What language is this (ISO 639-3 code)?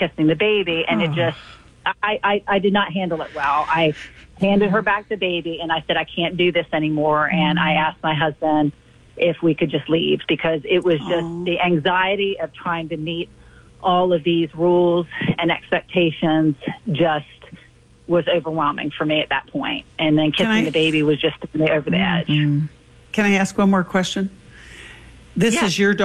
eng